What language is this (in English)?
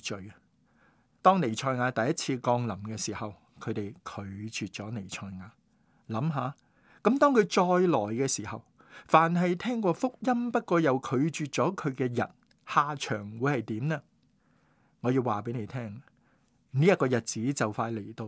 Cantonese